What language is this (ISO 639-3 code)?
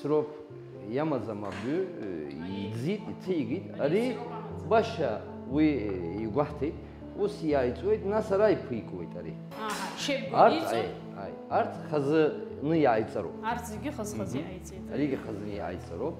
abk